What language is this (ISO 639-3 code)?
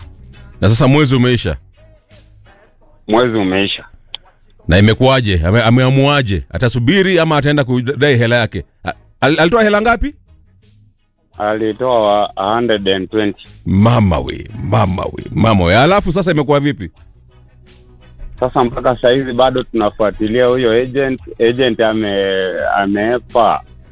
swa